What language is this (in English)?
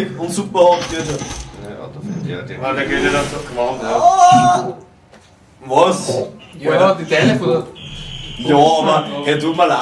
Bavarian